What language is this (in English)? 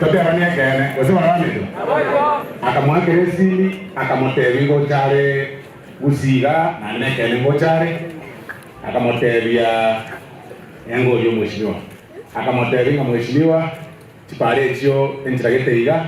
Gusii